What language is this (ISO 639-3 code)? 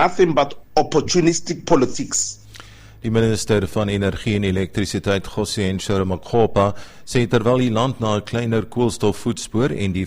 afr